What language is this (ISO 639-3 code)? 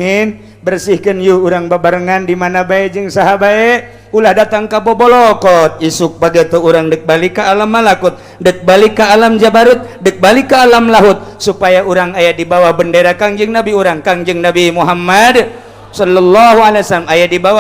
sun